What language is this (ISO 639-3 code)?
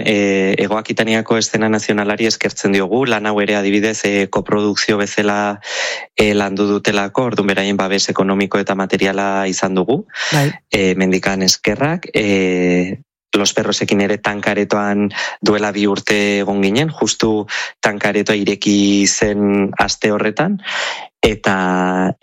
eus